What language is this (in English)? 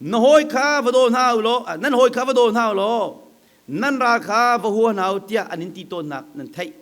Hakha Chin